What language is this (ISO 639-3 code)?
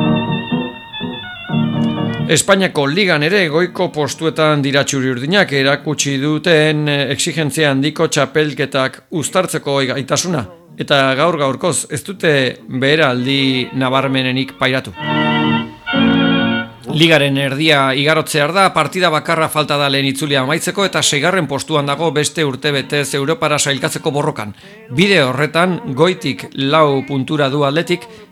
eus